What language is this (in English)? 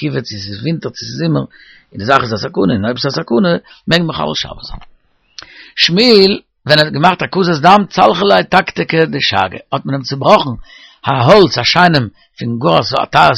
Yiddish